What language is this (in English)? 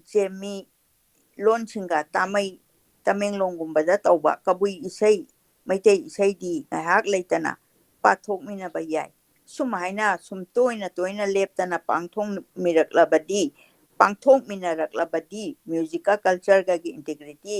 Manipuri